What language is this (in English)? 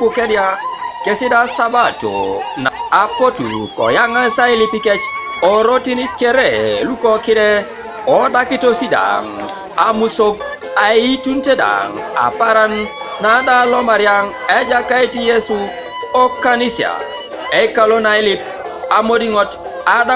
Teso